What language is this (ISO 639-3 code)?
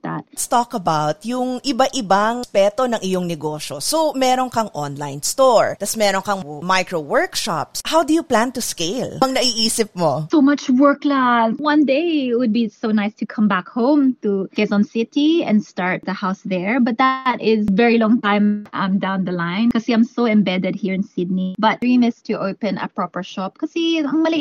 fil